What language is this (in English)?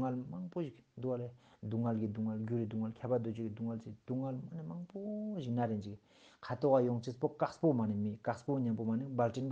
Ladakhi